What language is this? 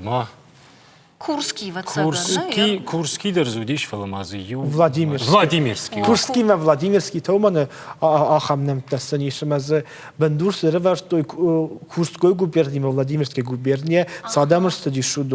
Ossetic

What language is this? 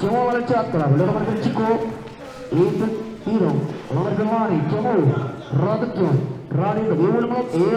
Marshallese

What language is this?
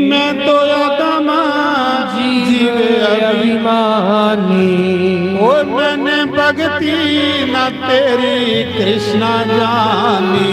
Dogri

